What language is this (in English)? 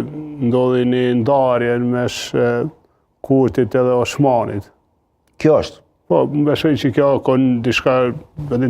Albanian